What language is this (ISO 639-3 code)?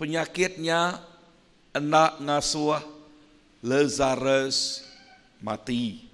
iba